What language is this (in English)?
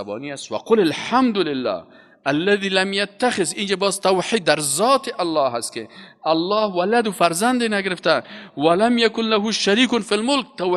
Persian